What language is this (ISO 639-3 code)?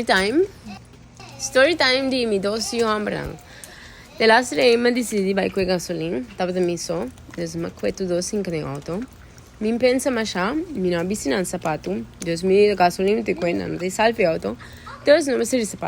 pap